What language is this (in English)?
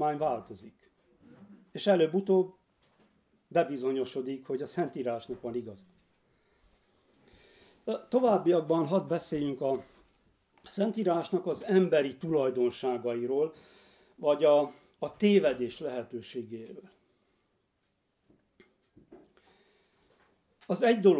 Hungarian